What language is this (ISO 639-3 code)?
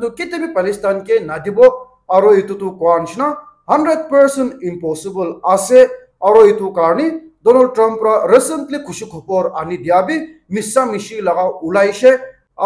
nag